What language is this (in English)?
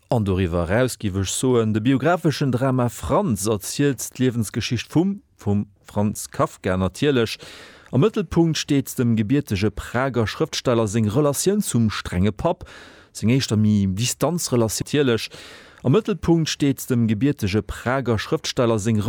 Luxembourgish